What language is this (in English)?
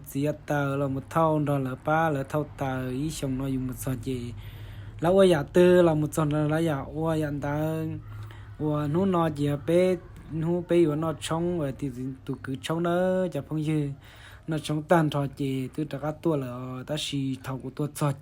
Hmong